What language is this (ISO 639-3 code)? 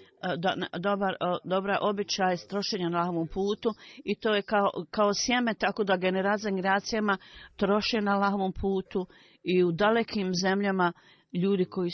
bos